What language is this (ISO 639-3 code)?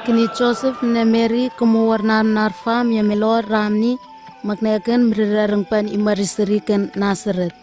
nwi